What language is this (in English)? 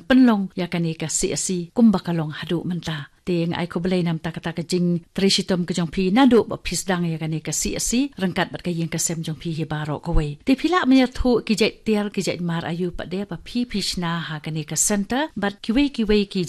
Khasi